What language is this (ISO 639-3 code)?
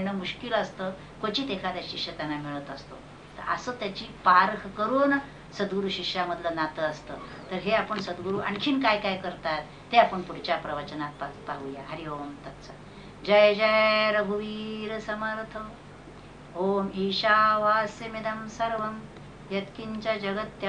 mar